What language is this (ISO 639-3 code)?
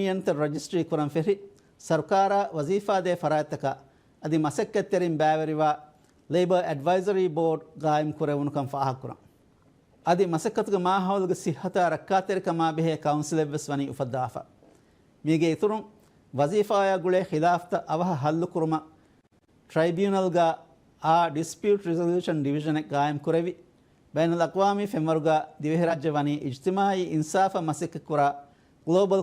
div